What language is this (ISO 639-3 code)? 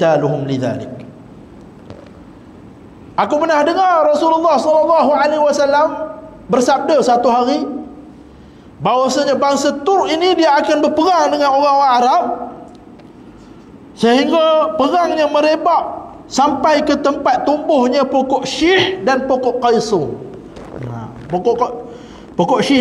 msa